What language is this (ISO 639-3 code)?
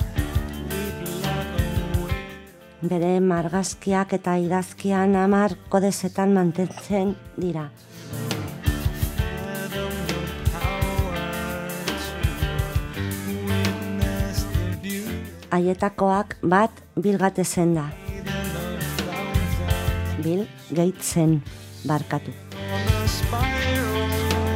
eus